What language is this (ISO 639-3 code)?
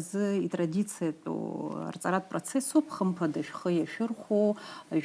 abk